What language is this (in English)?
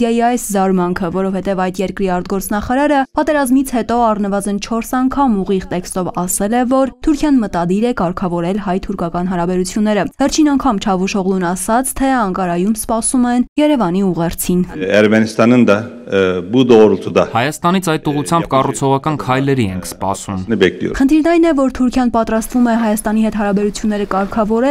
Armenian